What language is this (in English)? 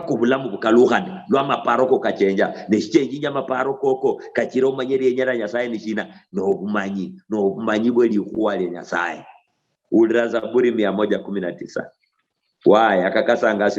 Luyia